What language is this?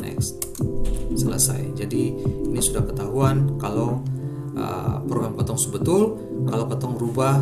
Ambonese Malay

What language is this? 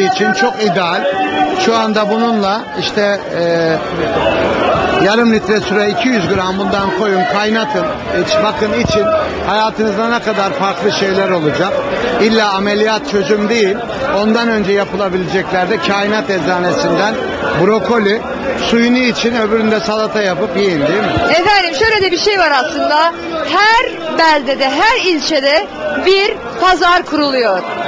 Turkish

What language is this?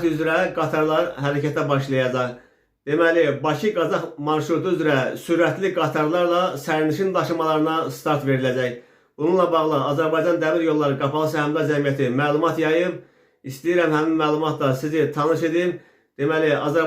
Azerbaijani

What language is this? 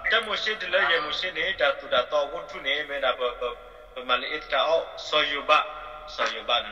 S'gaw Karen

